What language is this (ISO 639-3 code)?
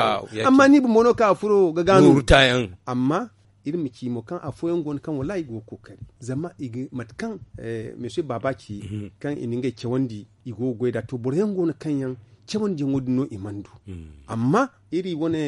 dje